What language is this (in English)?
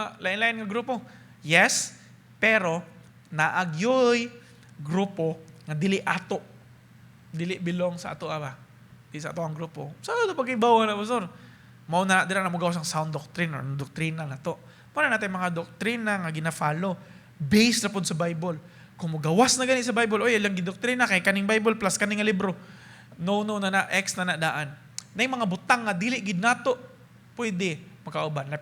Cebuano